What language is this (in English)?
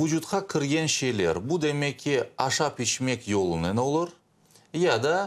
Crimean Tatar